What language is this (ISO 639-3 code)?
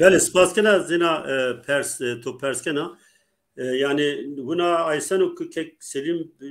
zza